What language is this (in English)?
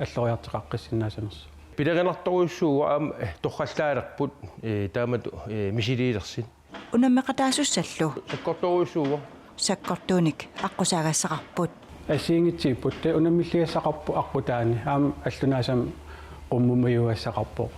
Kalaallisut